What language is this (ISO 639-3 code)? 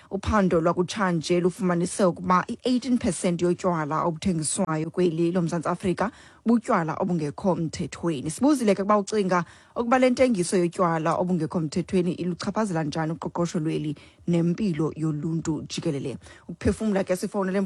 xho